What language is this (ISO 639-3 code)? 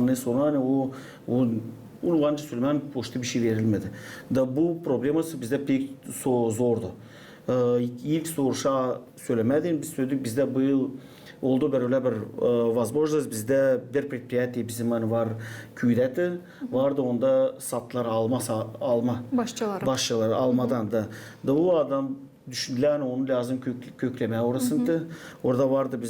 gag